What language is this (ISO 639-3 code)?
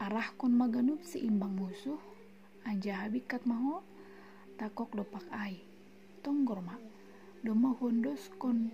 bts